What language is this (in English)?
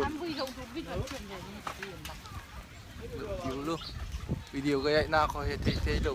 Hakha Chin